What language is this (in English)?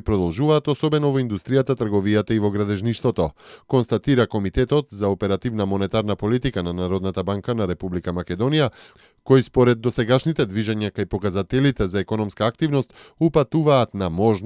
Macedonian